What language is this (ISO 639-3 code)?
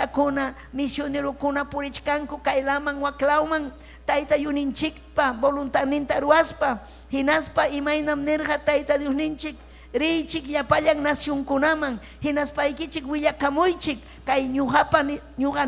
quy